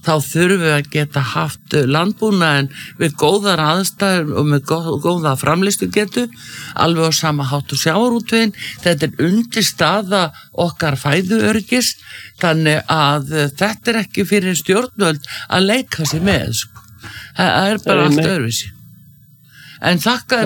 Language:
Icelandic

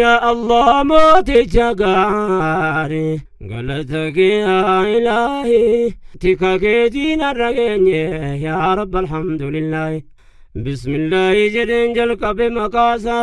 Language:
Oromo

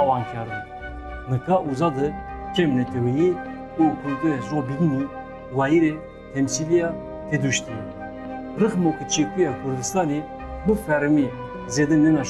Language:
Zaza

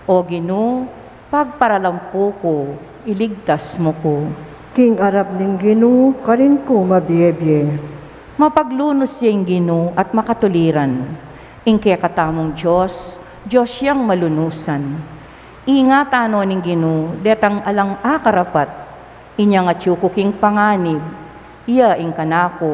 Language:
Pampanga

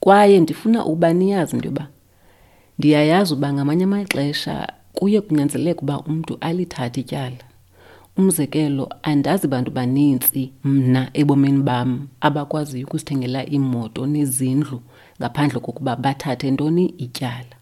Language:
Xhosa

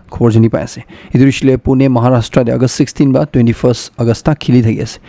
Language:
Naga Pidgin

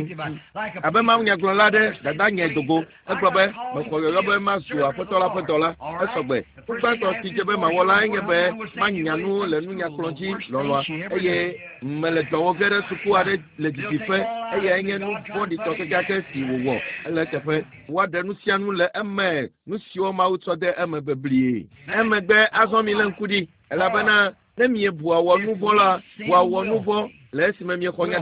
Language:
Ewe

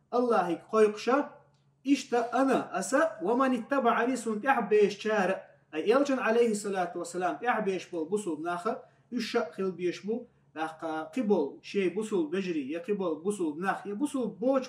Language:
Chechen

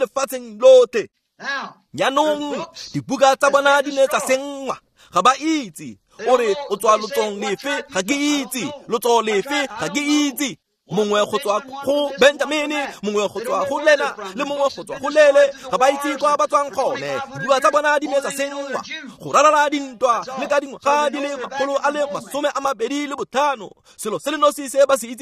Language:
Tswana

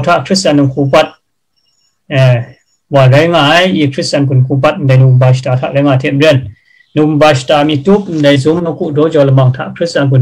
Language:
Kachin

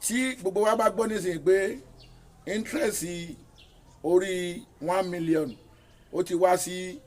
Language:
Yoruba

